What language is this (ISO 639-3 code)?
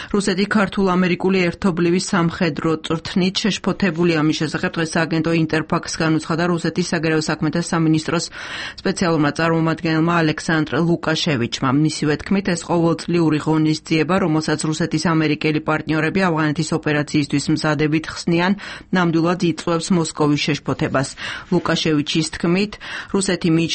kat